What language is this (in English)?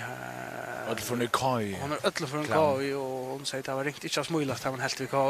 Faroese